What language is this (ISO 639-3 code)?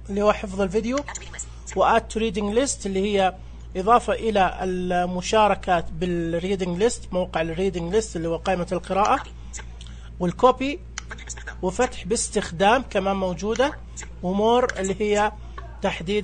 ars